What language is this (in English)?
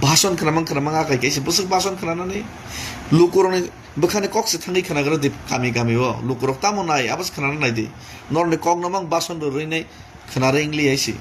Kok Borok